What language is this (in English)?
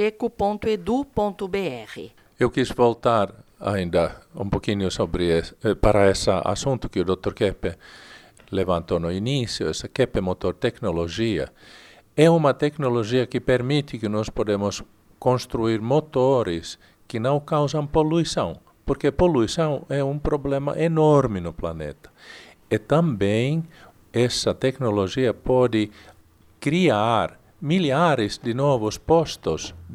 Portuguese